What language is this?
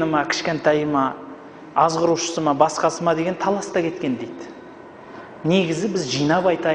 Kazakh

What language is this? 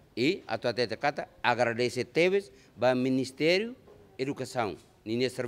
Tetum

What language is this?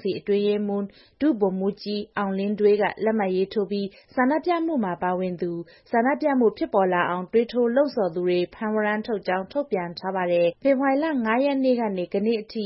Burmese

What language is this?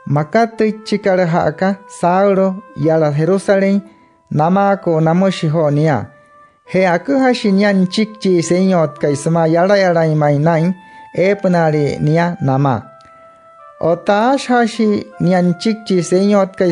Wayuu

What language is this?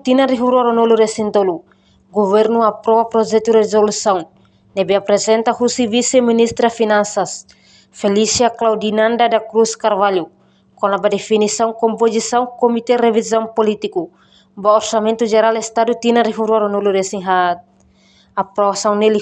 Tetum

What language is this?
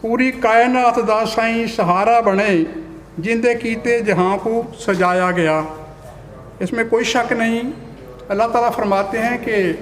Saraiki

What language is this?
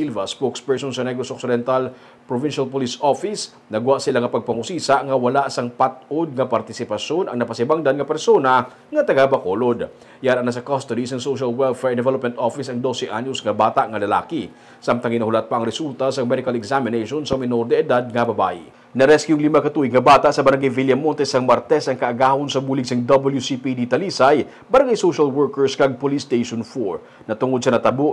Hiligaynon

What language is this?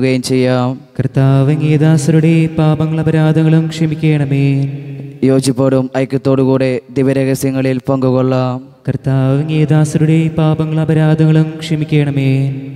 Malayalam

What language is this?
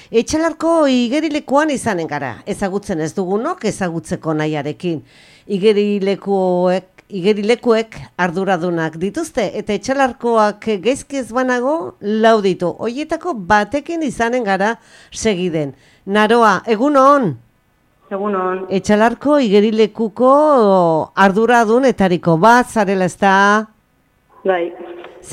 Basque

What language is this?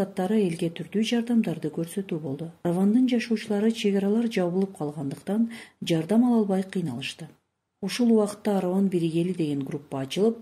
Kyrgyz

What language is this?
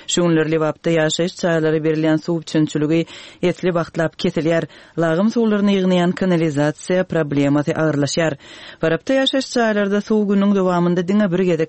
Turkmen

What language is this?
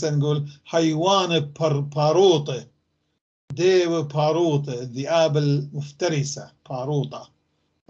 North Levantine Arabic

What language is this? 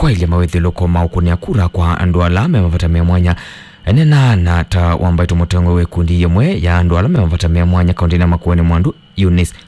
Kamba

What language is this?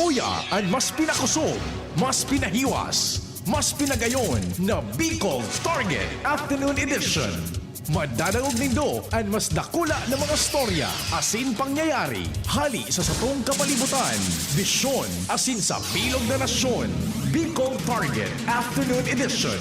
Bikol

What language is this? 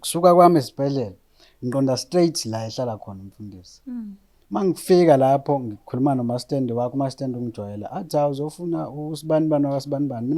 Zulu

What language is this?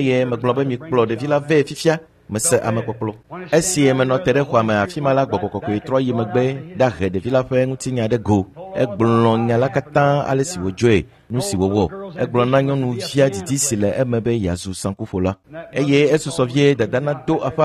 Ewe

